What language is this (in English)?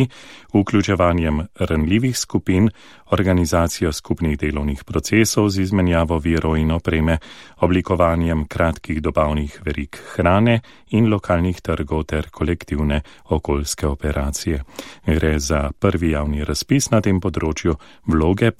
Slovenian